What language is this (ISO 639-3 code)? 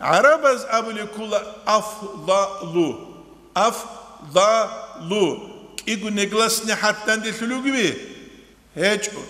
ava